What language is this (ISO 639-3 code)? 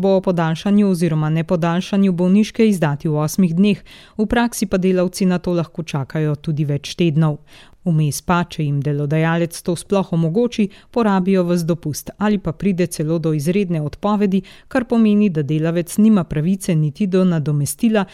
slv